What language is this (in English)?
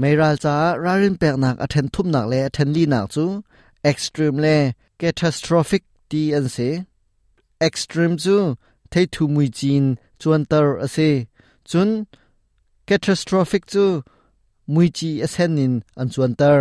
Hakha Chin